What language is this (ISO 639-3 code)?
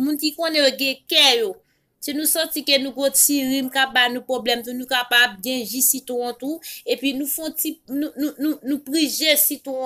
hat